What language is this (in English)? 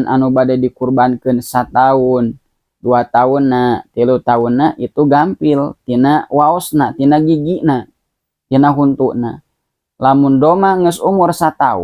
Sundanese